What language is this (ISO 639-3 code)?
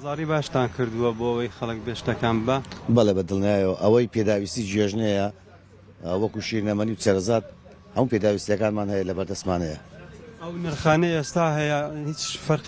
ckb